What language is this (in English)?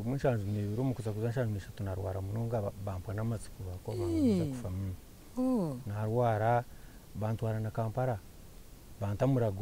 Nyankole